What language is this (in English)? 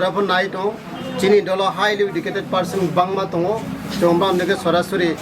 Kok Borok